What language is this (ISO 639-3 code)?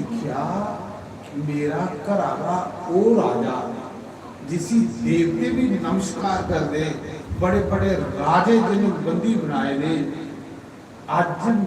doi